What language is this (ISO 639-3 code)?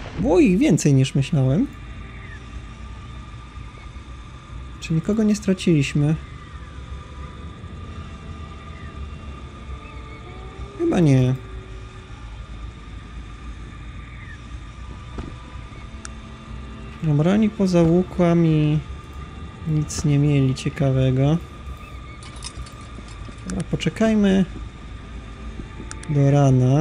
pol